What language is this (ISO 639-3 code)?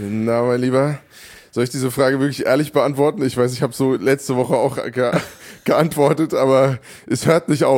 deu